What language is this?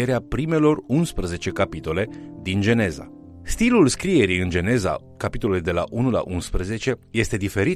Romanian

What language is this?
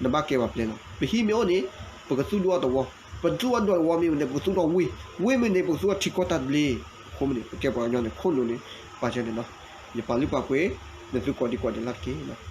S'gaw Karen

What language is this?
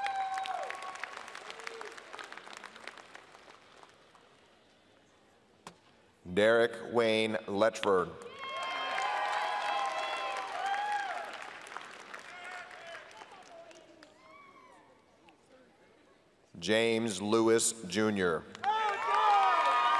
English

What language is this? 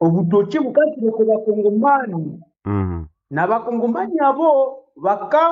Nande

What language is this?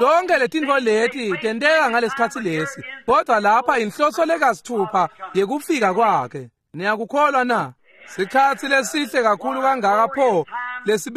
Swati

